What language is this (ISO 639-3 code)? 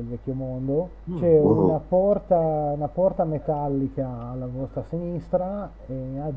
ita